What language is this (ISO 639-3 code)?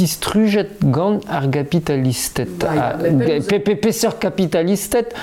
bre